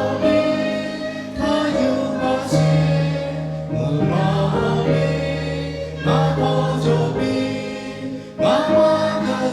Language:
Lahu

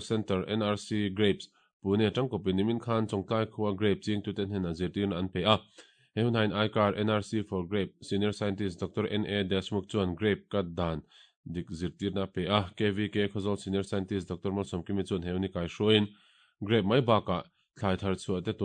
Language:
Mizo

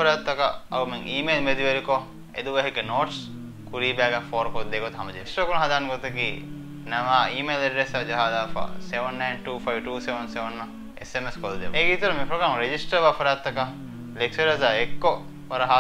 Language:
Divehi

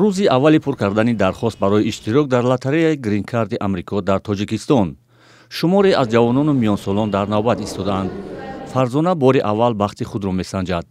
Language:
Tajik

